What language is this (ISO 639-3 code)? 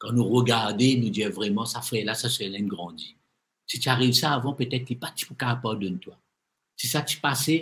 mfe